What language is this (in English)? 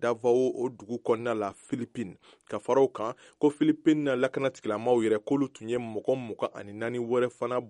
Bambara